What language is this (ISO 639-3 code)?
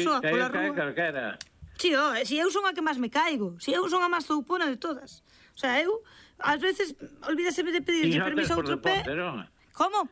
glg